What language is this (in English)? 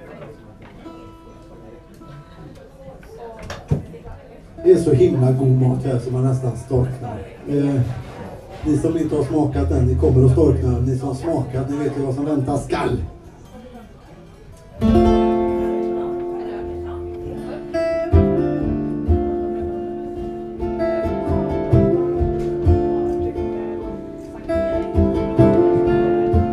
Swedish